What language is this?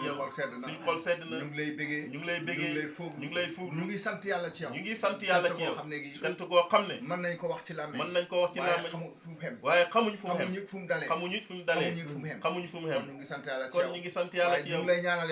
Wolof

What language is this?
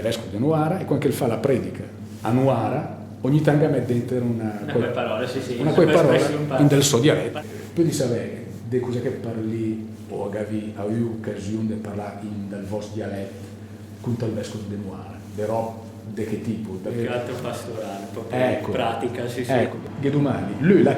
Lombard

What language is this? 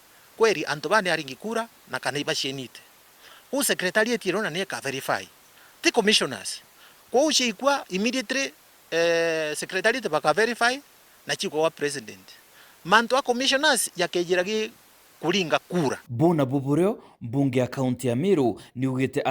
Meru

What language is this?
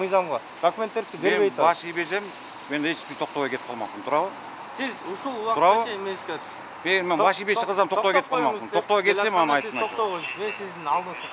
Kyrgyz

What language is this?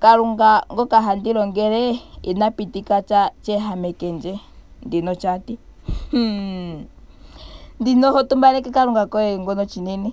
Ndonga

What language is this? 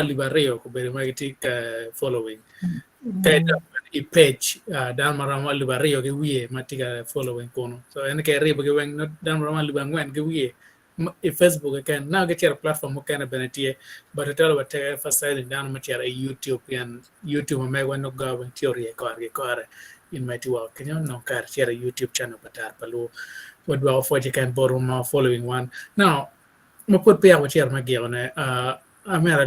Acoli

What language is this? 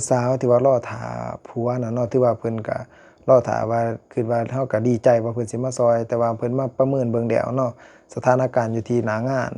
Lao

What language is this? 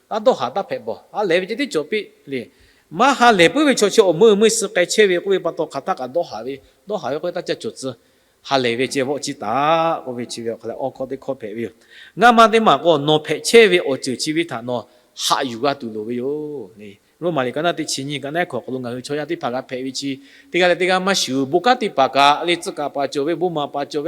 Lahu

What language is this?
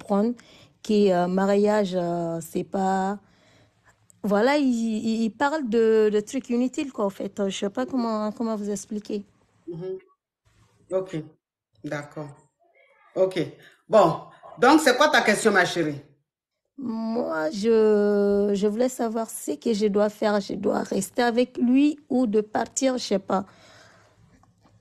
French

